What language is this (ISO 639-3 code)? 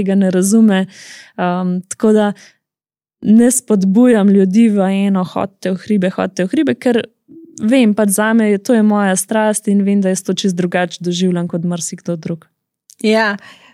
slv